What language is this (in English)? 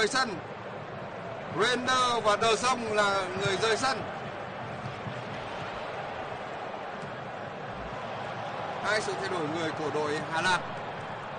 Vietnamese